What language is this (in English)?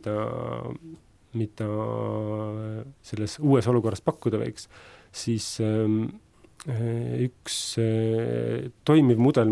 Estonian